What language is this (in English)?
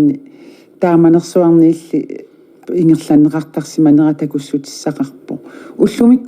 Kalaallisut